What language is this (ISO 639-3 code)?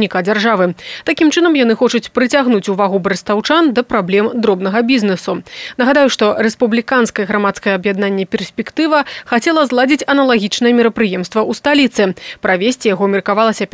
bel